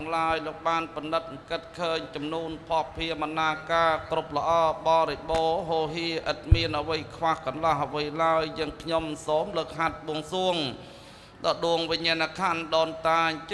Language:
Khmer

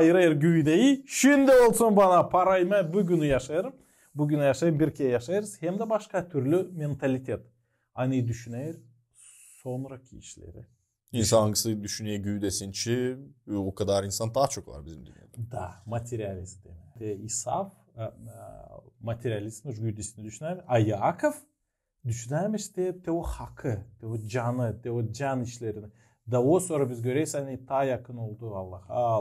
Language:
Gagauz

